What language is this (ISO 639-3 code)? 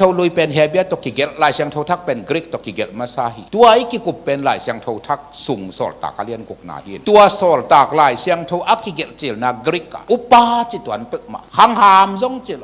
ctd